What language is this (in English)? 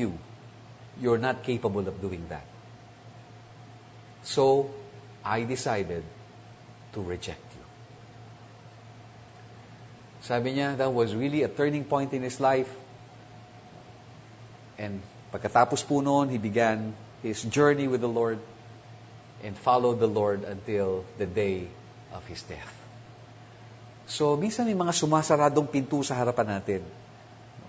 Filipino